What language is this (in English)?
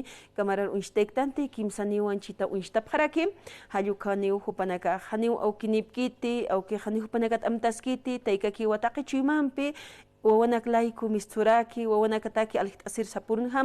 Aymara